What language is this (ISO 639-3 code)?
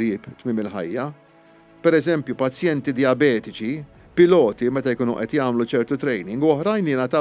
mlt